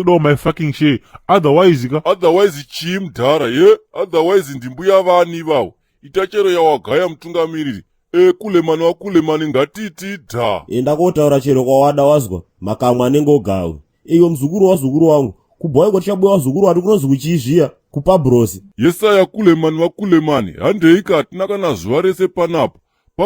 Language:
Shona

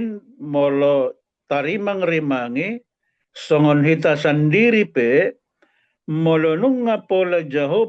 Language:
Batak Toba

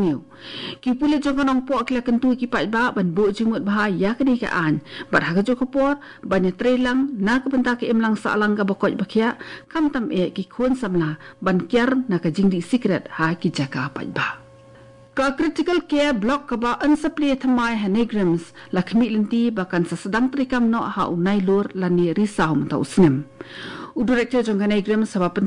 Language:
Khasi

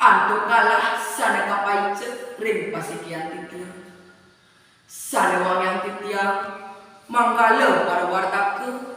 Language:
Balinese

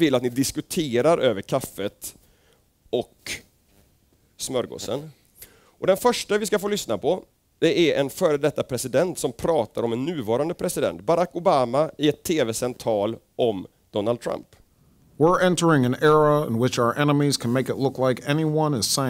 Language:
Swedish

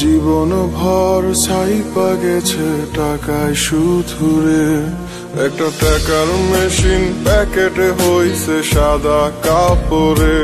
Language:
Sylheti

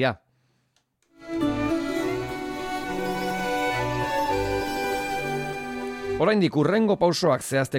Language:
Basque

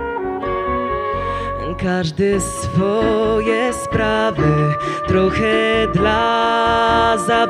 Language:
Polish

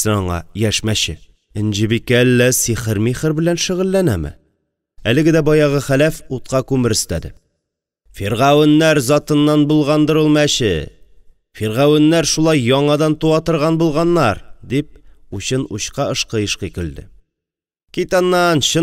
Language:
Tatar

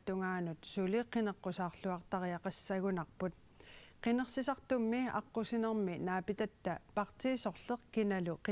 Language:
Kalaallisut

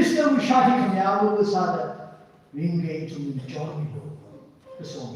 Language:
Tangkhul Naga (India)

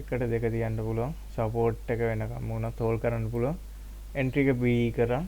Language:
Sinhala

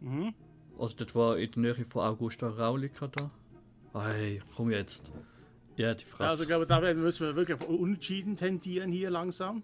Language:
Swiss German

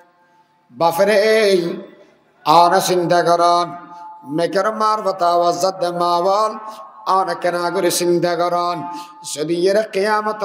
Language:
Rohingya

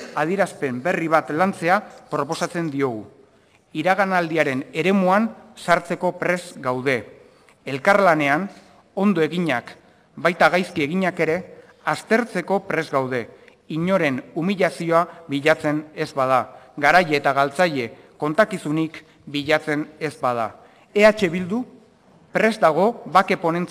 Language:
Basque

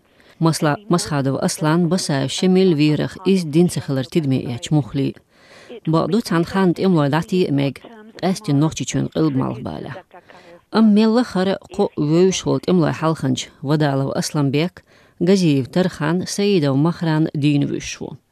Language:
Chechen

